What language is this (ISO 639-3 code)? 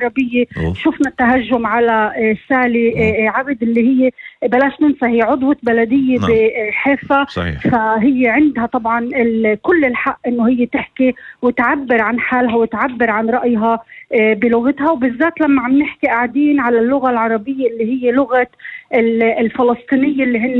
apc